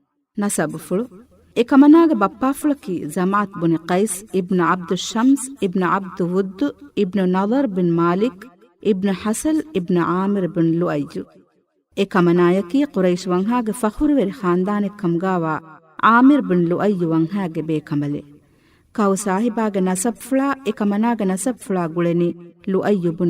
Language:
Divehi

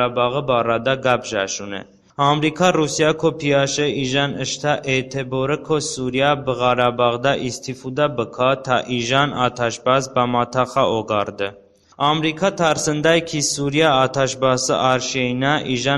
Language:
Talysh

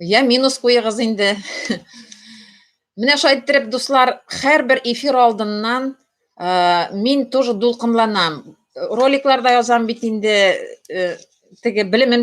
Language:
Tatar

